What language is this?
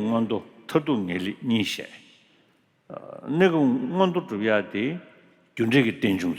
Tibetan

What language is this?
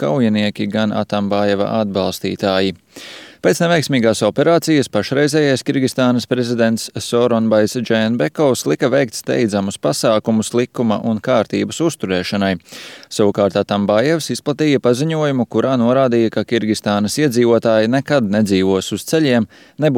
Latvian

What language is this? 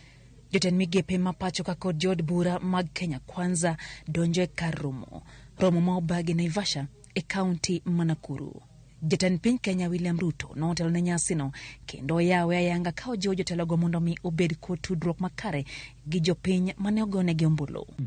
Luo (Kenya and Tanzania)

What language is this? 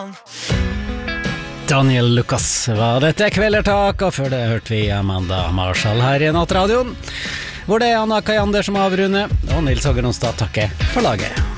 Norwegian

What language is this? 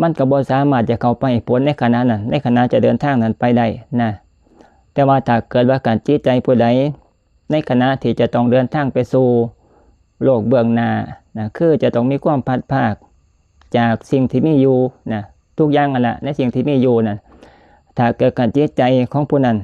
Lao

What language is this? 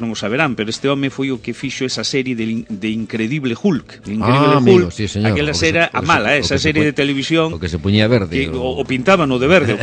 Galician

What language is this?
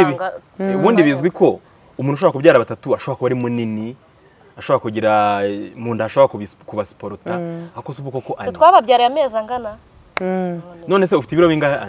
Kinyarwanda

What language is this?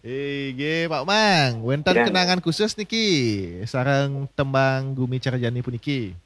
Balinese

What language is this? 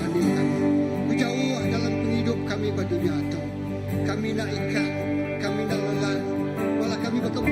Iban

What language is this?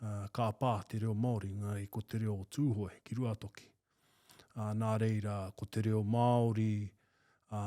Māori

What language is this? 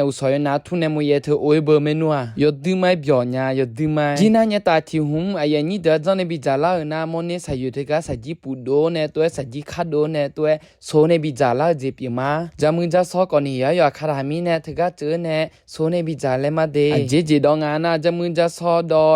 Akha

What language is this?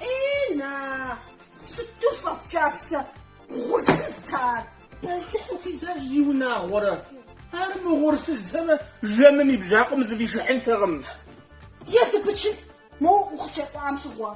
Kabardian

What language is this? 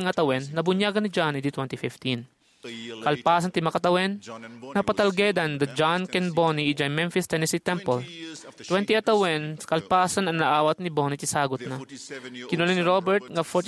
Iloko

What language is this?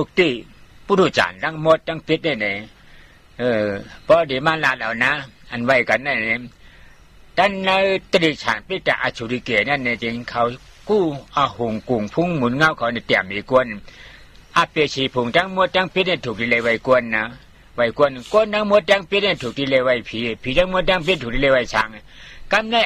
Shan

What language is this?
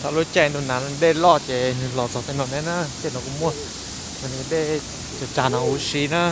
Hmong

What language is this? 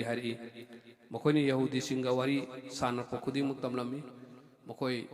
Manipuri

